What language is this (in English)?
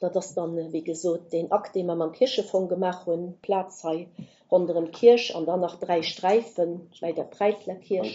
Luxembourgish